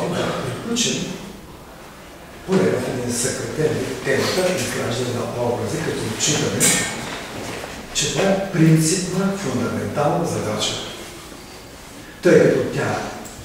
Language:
Bulgarian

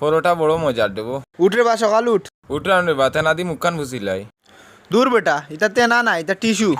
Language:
Sylheti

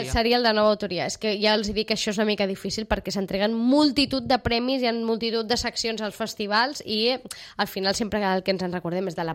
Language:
Catalan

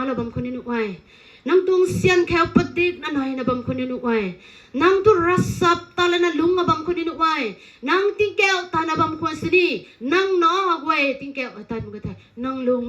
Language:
Rongmei Naga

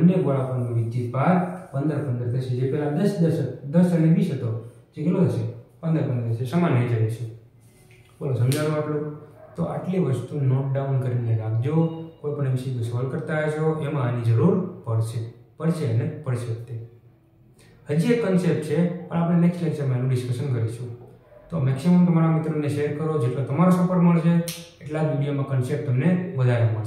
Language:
Gujarati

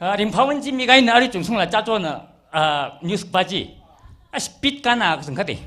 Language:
Tangkhul Naga (India)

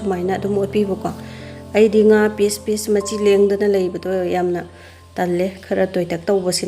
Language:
Manipuri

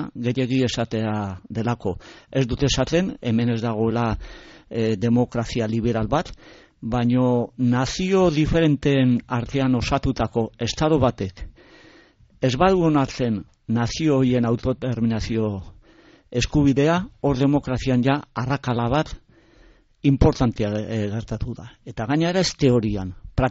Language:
Basque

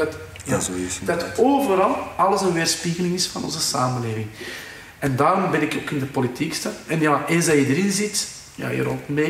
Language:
Dutch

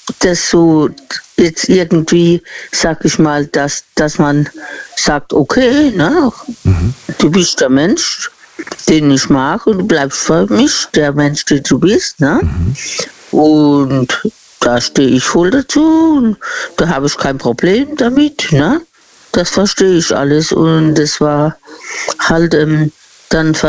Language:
German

